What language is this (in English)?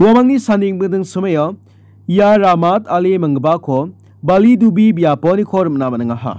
Garo